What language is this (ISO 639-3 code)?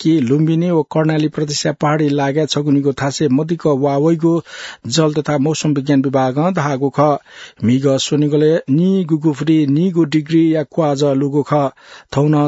new